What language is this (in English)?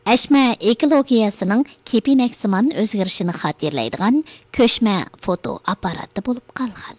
Uyghur